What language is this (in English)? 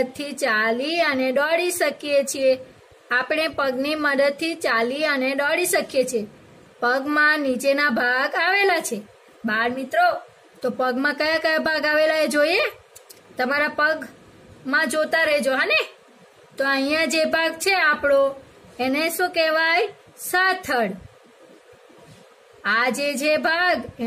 Gujarati